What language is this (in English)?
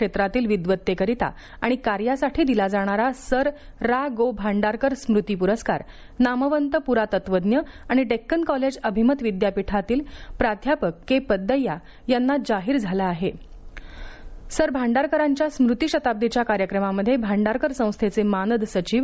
Marathi